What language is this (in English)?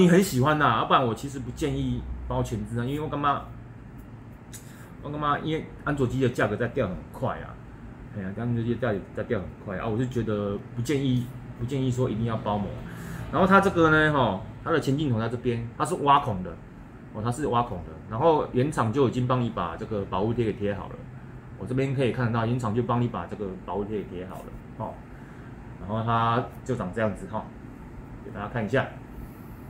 Chinese